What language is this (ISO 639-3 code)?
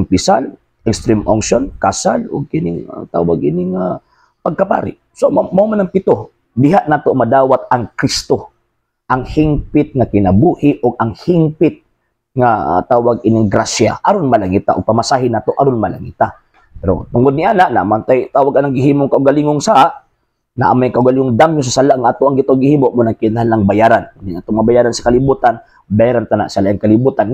ceb